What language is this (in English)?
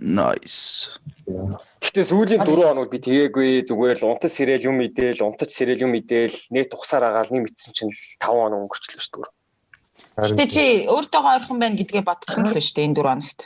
Mongolian